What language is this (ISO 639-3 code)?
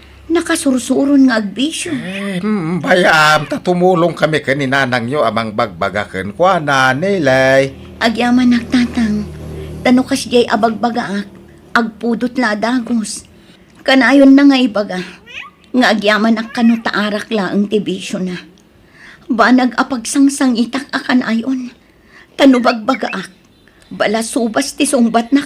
ilo